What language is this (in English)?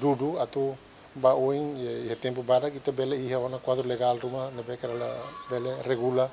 Tetum